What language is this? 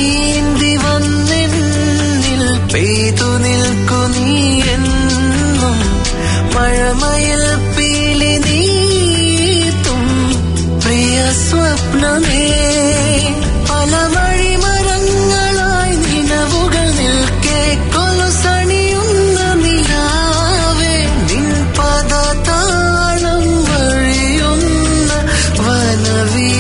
Malayalam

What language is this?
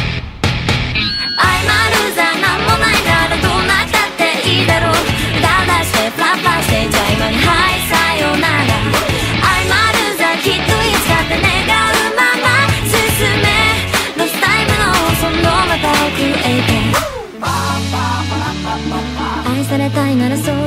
Japanese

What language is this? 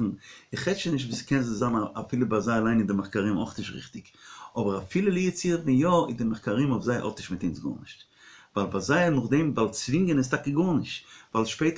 Yiddish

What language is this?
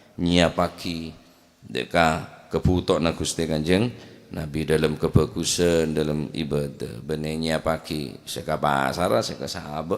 Madurese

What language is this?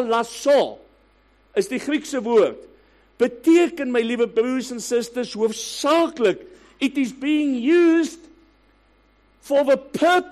Afrikaans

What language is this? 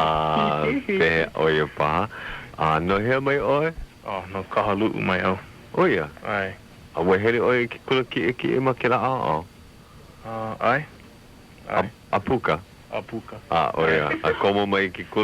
Hawaiian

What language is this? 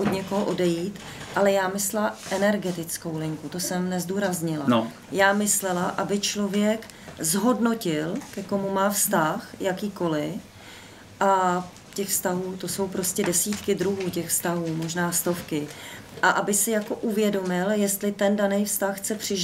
Czech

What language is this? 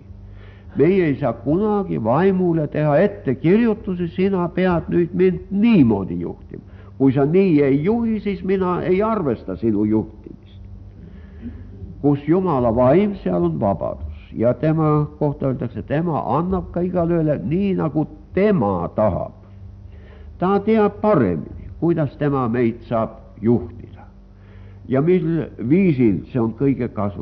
Estonian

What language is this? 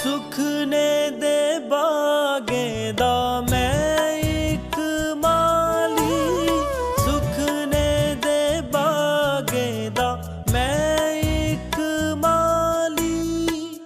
Dogri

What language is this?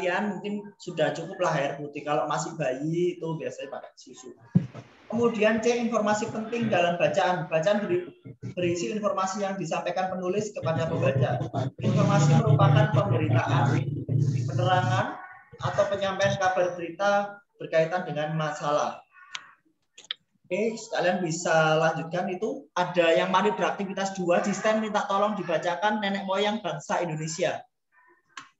Indonesian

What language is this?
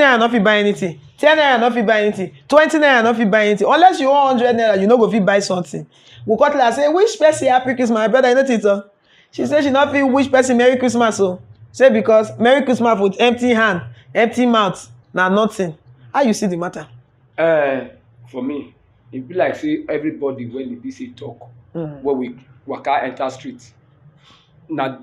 Nigerian Pidgin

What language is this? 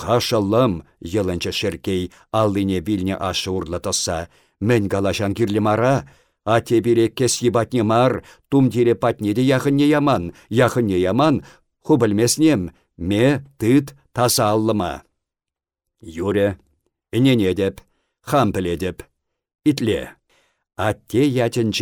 Chuvash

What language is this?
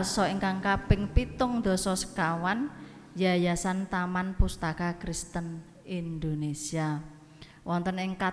Javanese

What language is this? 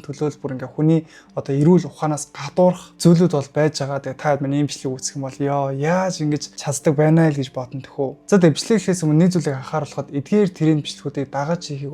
Mongolian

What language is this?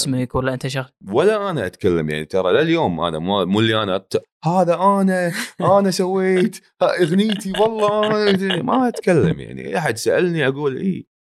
Gulf Arabic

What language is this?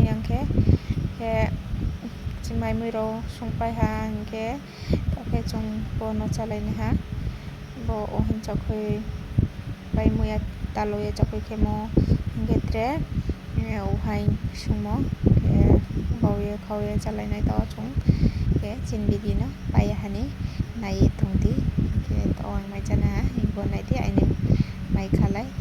Riang (India)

